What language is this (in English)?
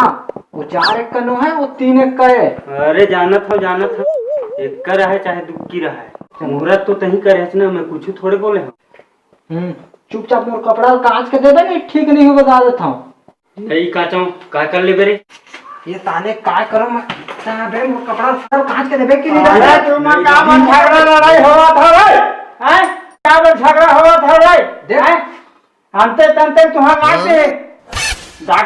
Chhattisgarhi